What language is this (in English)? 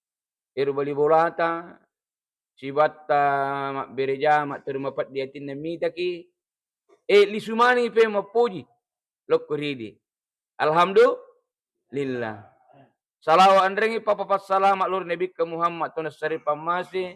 Buginese